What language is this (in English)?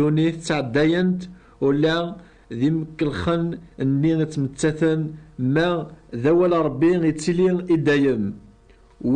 Kabyle